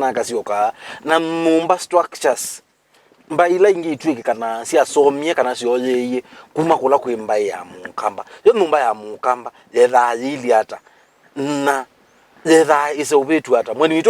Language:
Kamba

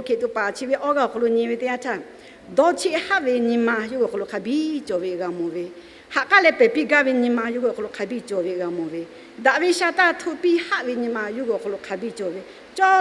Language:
Lahu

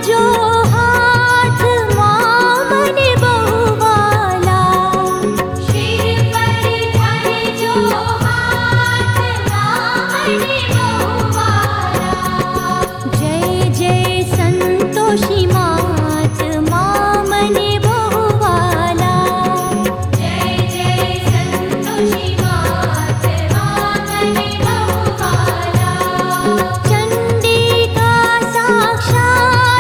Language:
Gujarati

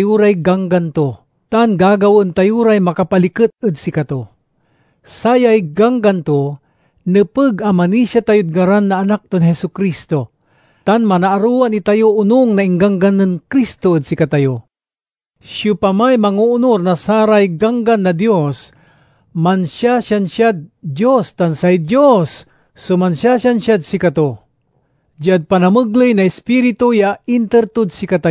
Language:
Pangasinan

